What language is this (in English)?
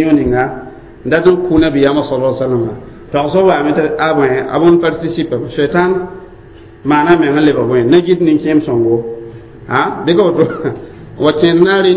Mossi